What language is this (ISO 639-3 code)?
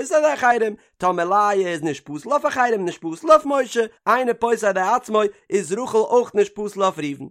yid